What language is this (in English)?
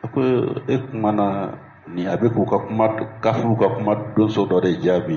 Bambara